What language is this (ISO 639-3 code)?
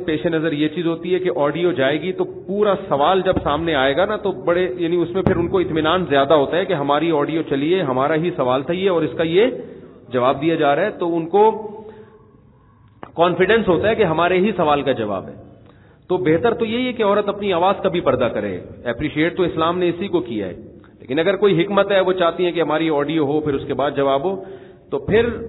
urd